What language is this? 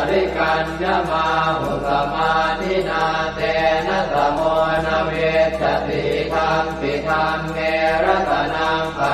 Pali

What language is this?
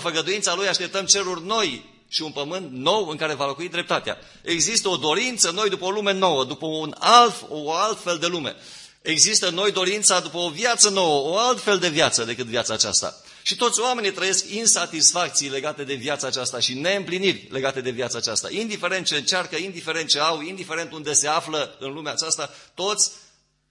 Romanian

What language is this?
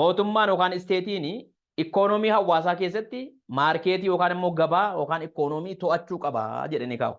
Oromo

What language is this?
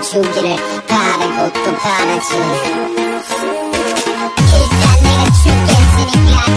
Korean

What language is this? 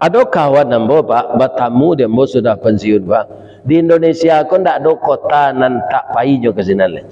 Minangkabau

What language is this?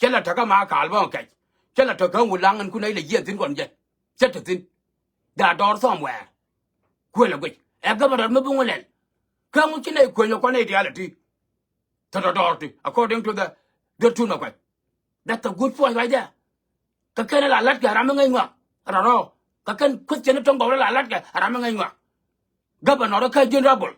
Nuer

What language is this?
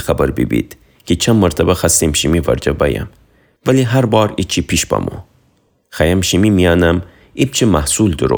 Gilaki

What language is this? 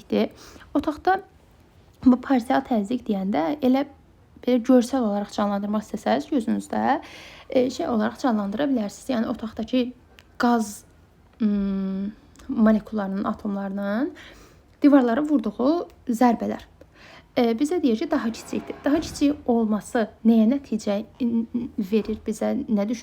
Azerbaijani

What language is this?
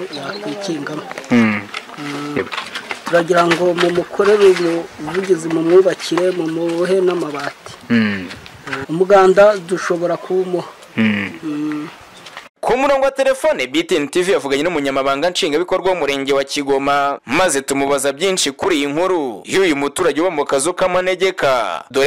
Kinyarwanda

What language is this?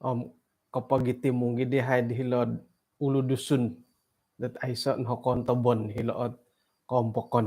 Central Dusun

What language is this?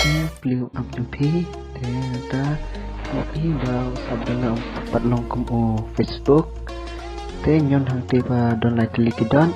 Khasi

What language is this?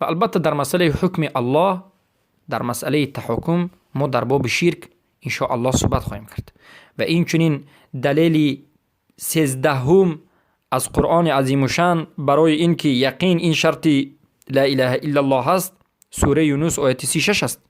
Persian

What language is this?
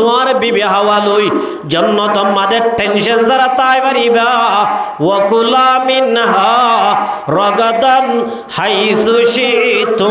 Rohingya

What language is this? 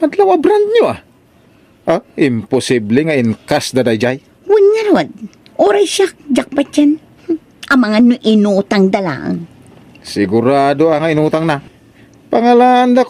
Iloko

